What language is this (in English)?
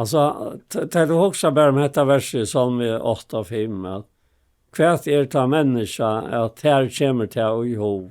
Faroese